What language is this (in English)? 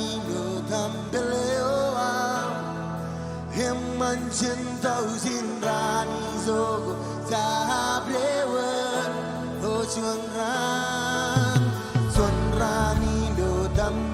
Marshallese